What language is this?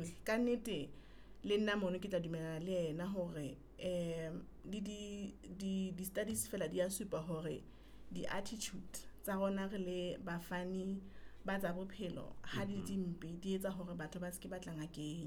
Southern Sotho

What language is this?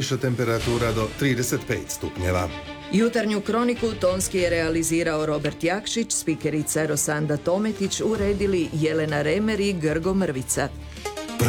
Croatian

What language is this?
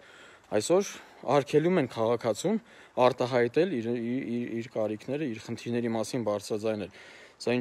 Armenian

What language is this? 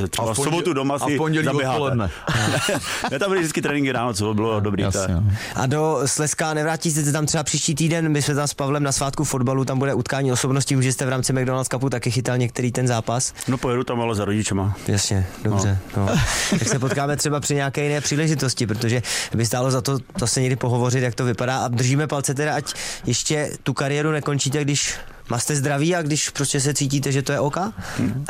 Czech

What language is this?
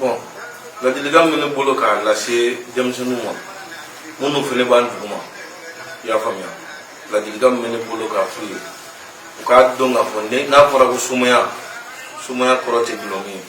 Bambara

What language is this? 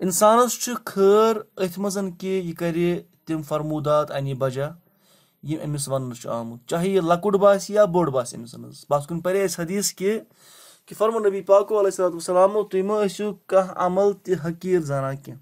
Kashmiri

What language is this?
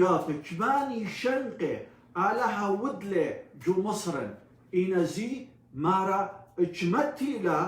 Assyrian Neo-Aramaic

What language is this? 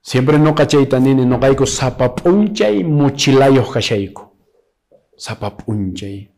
Quechua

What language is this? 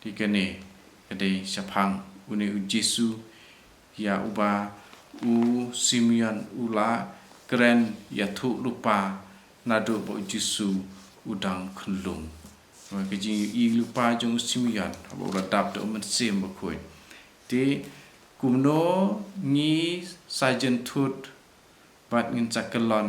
Khasi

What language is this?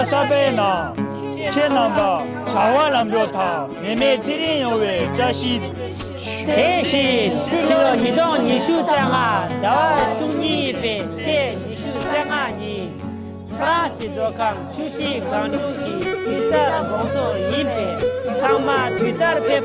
Tibetan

